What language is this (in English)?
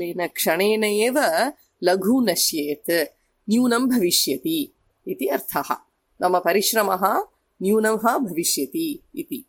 Sanskrit